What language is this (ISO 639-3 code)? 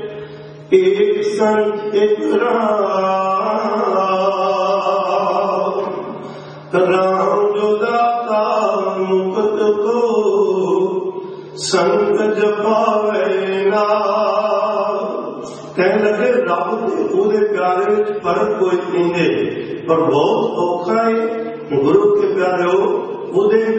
pan